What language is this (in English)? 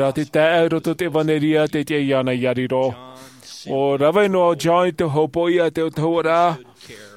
Tahitian